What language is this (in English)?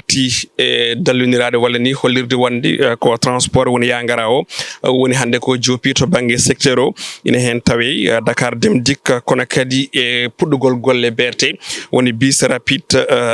Fula